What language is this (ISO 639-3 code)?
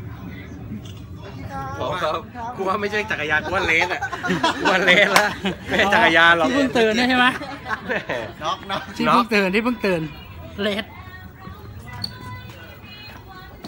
tha